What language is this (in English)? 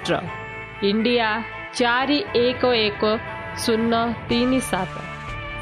Odia